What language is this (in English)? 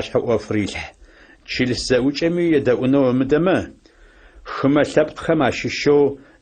Adyghe